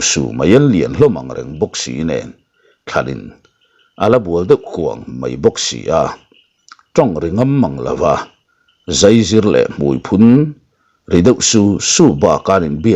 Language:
Mizo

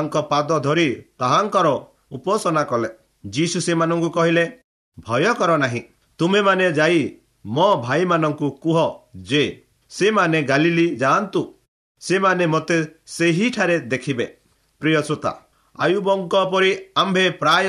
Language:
Odia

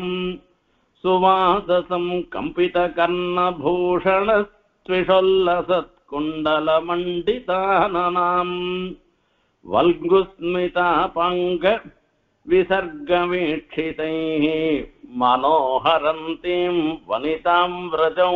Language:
Tamil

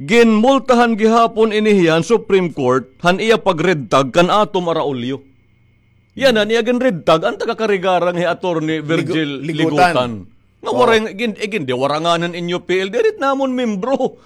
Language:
Waray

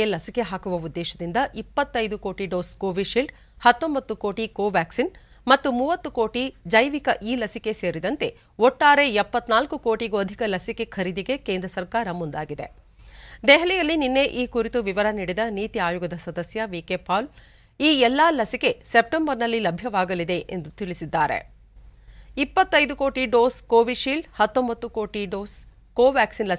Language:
Kannada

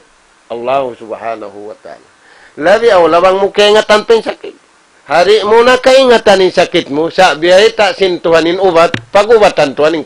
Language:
Tausug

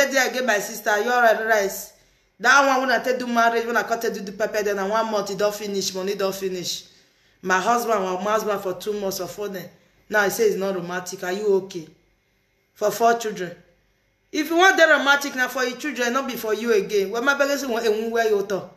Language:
Nigerian Pidgin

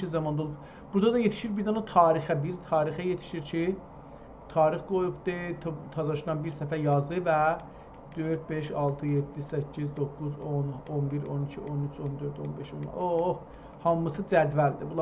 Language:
South Azerbaijani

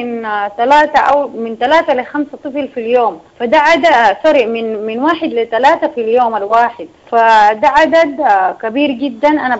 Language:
Sudanese Arabic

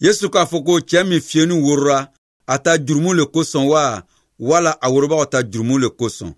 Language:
Bambara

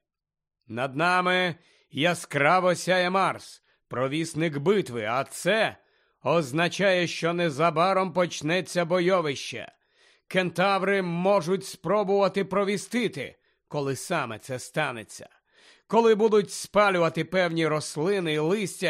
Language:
Ukrainian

